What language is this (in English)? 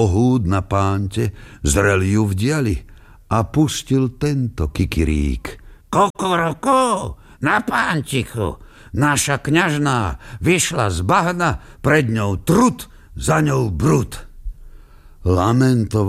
Slovak